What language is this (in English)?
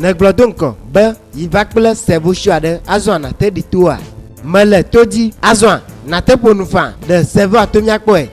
Ewe